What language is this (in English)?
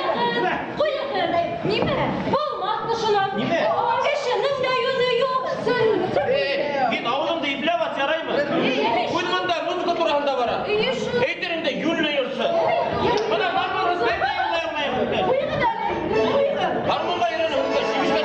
Bashkir